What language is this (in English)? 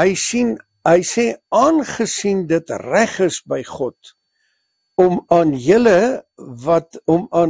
Afrikaans